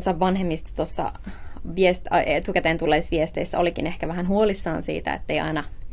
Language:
Finnish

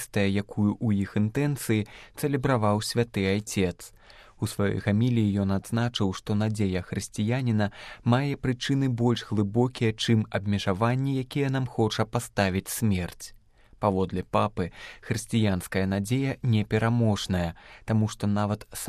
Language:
Belarusian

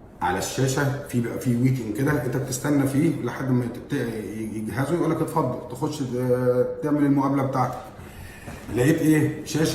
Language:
Egyptian Arabic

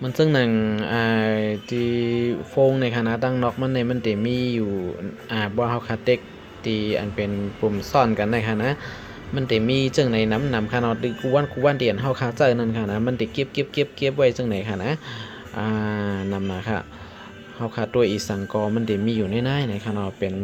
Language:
Shan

